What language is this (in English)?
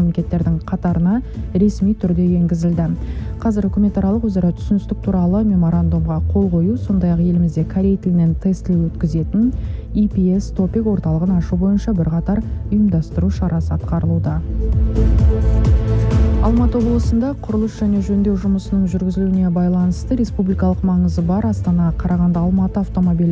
Kazakh